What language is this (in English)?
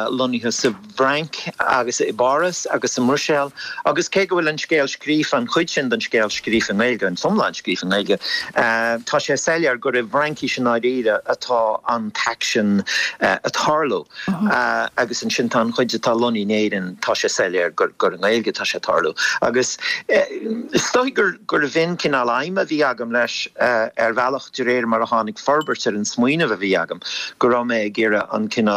Irish